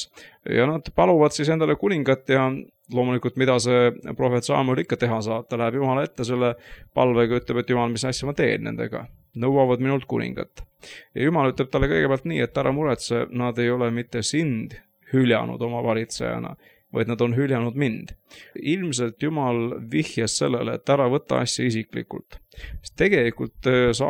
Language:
Estonian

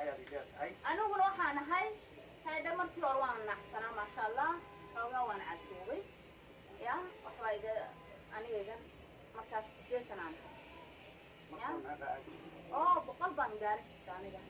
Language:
Somali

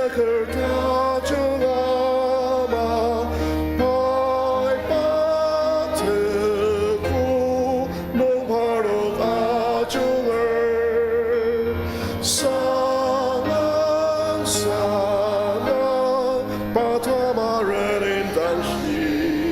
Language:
Ao Naga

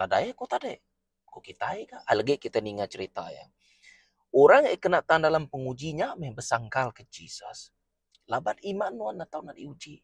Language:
Iban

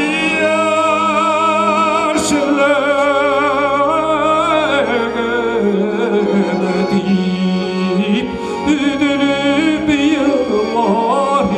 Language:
Bashkir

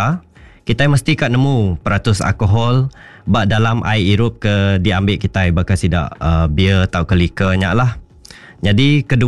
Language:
Iban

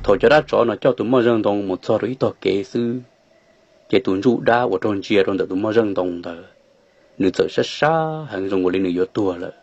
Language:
Hmong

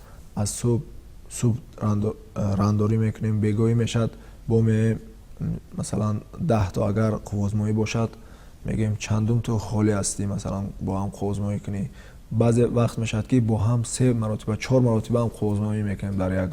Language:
Tajik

